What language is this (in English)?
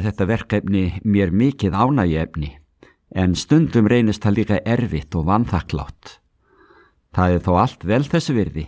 Icelandic